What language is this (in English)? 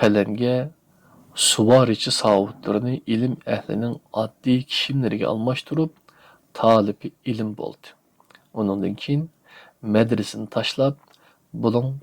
Uyghur